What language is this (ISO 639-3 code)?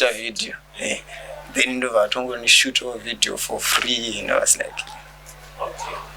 sna